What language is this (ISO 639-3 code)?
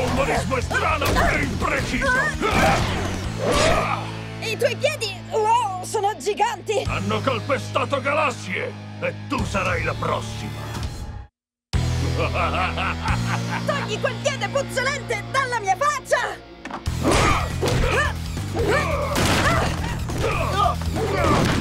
ita